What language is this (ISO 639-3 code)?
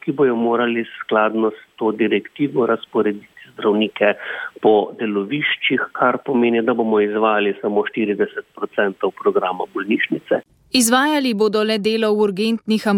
slv